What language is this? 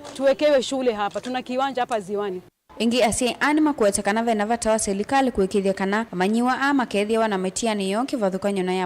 Kamba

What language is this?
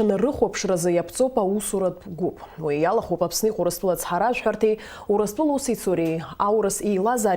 Abkhazian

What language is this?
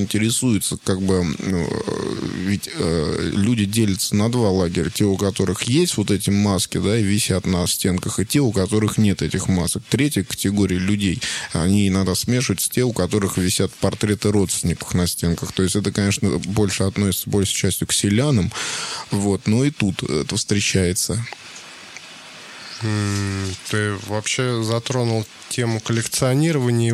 Russian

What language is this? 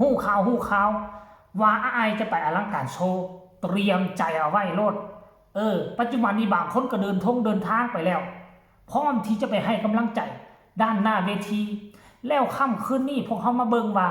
Northeastern Thai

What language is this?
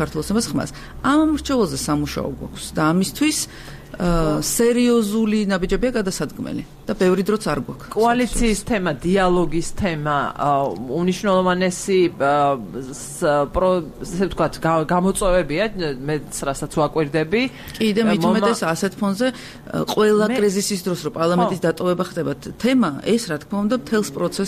Georgian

